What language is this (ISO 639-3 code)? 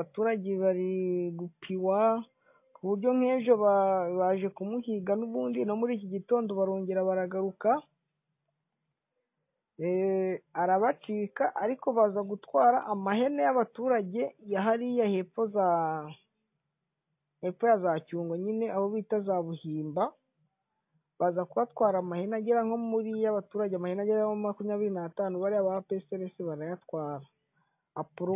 kin